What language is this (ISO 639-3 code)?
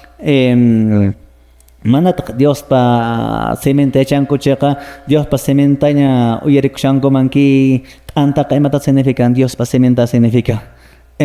que